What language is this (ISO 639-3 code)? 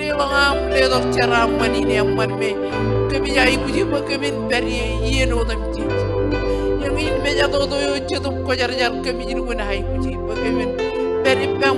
mah